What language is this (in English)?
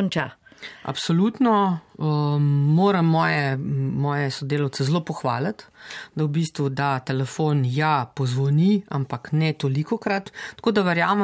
Slovenian